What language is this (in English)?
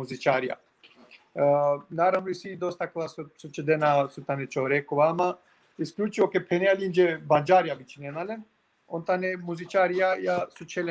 Balkan Romani